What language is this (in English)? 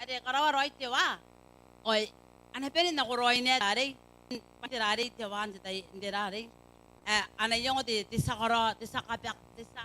Gilbertese